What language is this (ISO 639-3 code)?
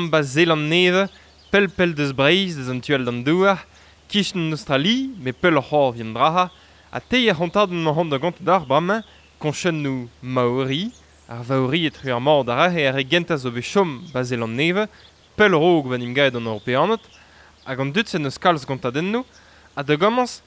bre